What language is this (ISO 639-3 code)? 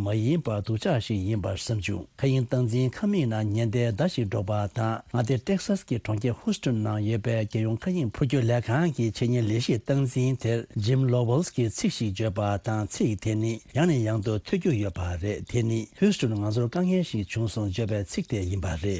bod